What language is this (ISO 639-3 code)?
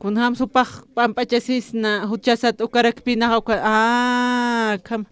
aym